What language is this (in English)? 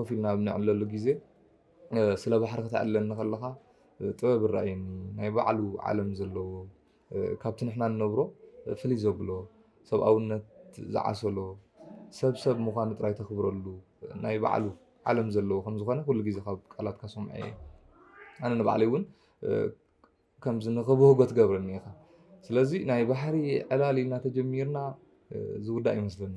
Tigrinya